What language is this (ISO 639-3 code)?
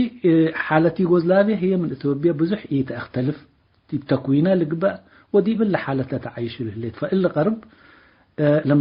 tig